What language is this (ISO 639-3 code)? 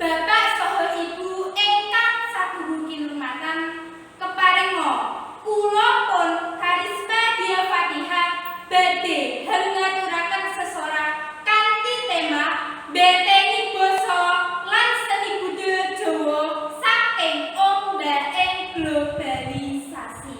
jav